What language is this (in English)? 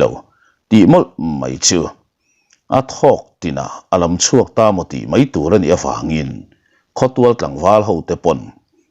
Mizo